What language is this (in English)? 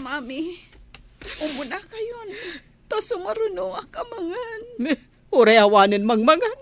Iloko